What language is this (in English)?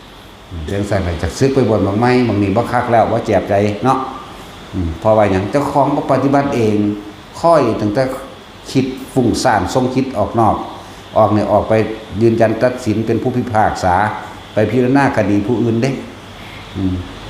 Northeastern Thai